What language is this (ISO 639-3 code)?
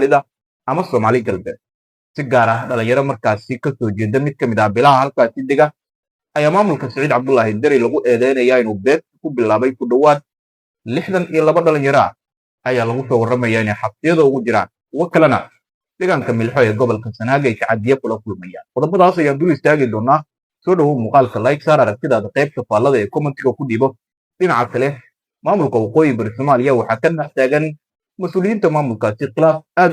som